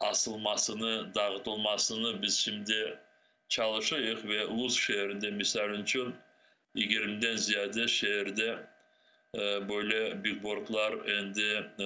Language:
Crimean Tatar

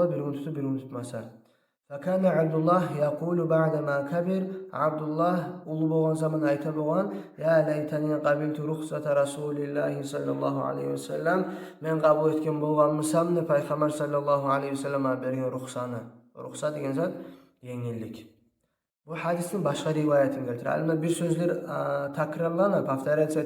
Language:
Kumyk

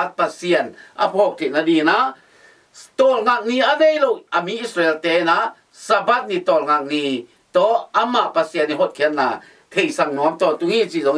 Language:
Tedim Chin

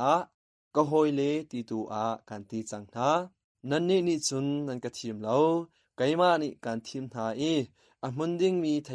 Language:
Hakha Chin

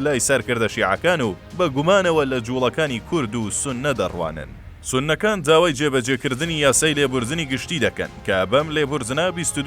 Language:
Central Kurdish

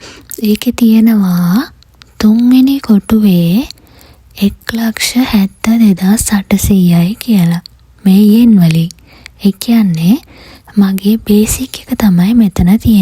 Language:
Sinhala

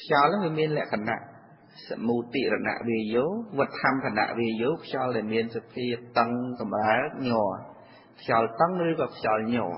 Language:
Khmer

